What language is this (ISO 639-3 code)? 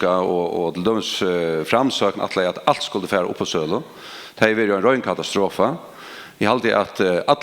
fao